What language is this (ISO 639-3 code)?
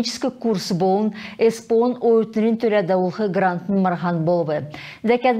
xal